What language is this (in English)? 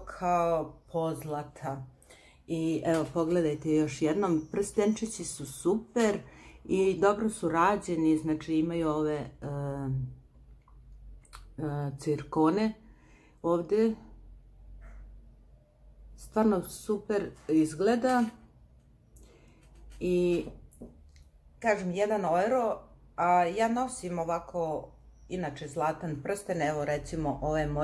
Croatian